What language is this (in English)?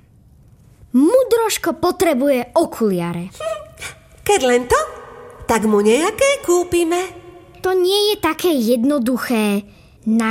Slovak